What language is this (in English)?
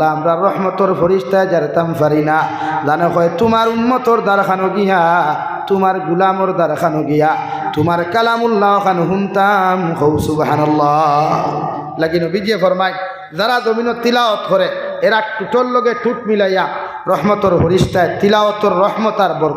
Sylheti